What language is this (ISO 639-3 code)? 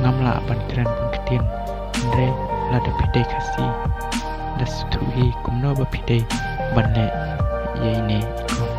kha